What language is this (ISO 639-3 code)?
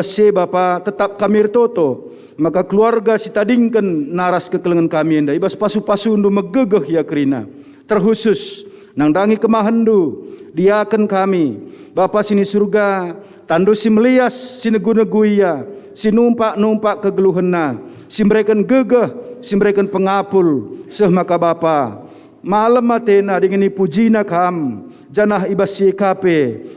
btx